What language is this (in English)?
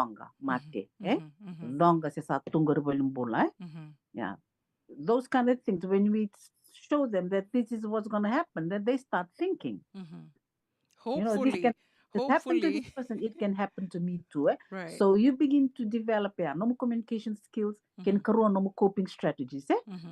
Fijian